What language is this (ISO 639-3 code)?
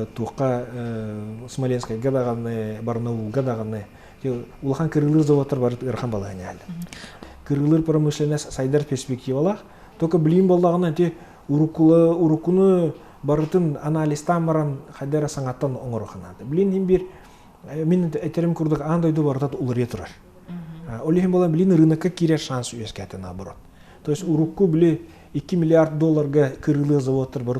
sah